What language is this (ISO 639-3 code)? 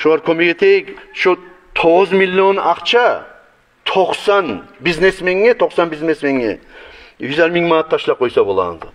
kum